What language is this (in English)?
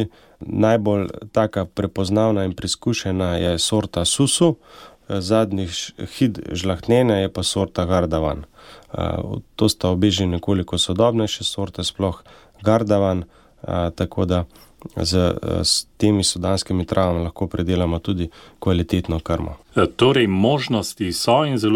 Slovenian